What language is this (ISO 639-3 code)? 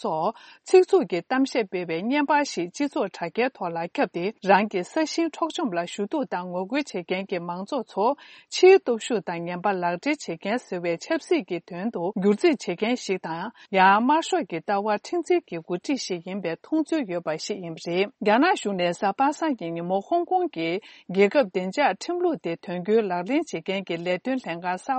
bod